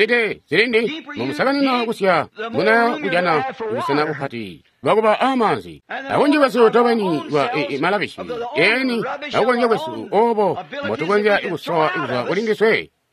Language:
Tonga (Zambia)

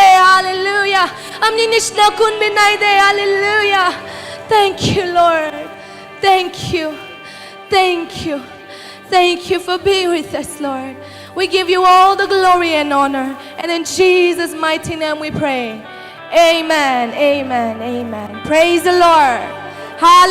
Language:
Naga Pidgin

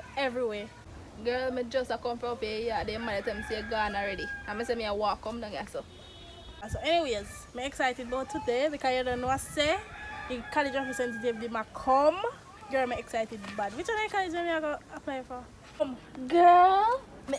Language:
Jamaican Creole English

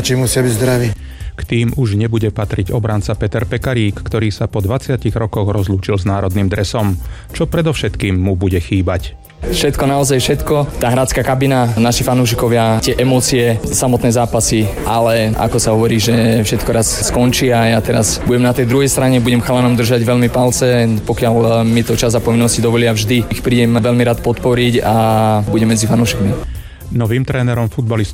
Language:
Slovak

